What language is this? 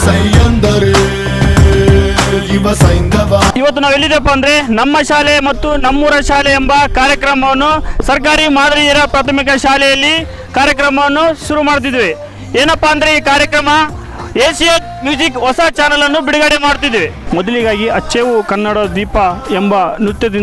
Kannada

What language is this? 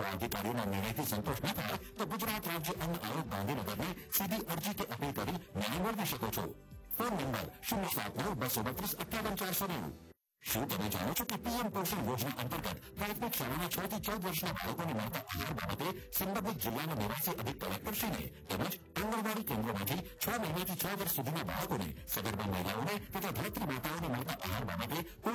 Gujarati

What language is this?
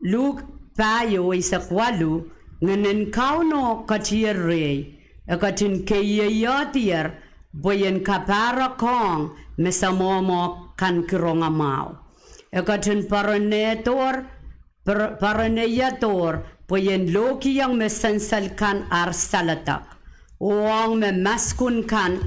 Pohnpeian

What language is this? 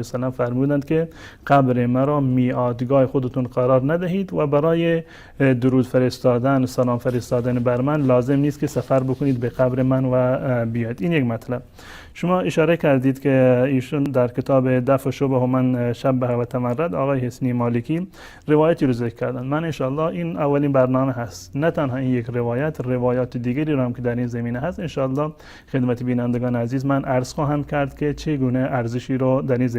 Persian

